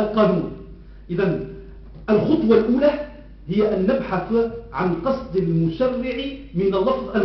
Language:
Arabic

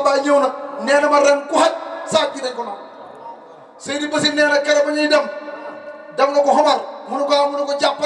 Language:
Wolof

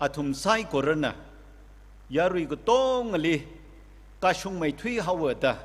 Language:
Tangkhul Naga (India)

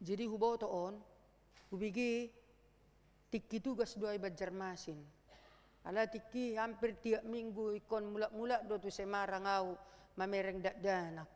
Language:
Batak Toba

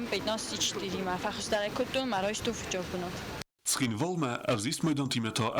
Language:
Ossetic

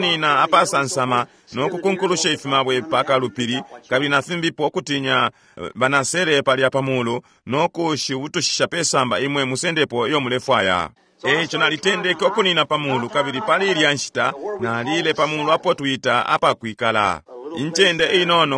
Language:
Bemba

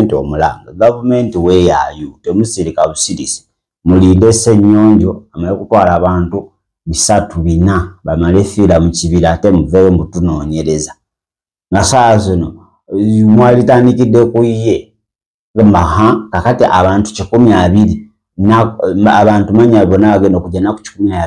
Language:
Ganda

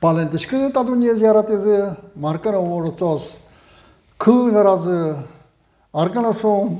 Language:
Udmurt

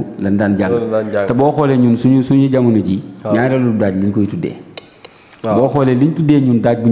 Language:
Wolof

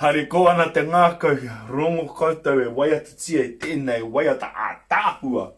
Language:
Māori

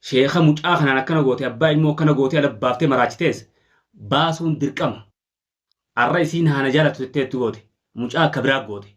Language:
Oromo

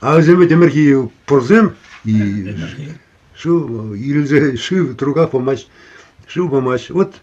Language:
Chuvash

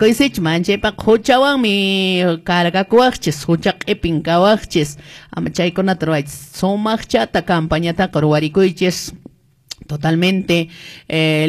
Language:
Quechua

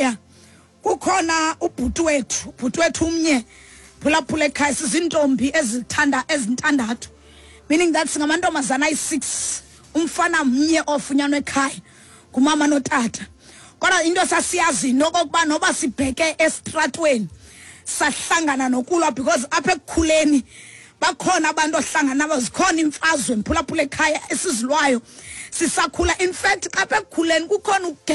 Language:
Xhosa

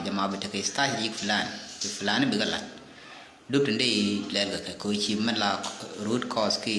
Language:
Nuer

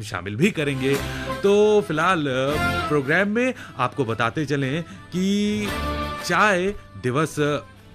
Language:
Hindi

